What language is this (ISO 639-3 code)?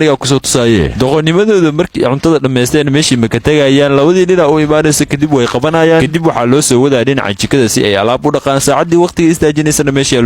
som